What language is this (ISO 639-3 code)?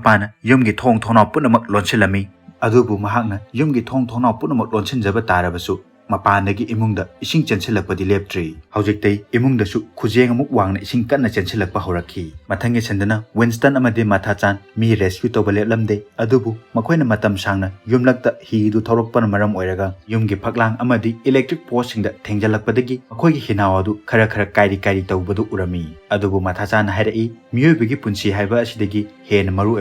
mni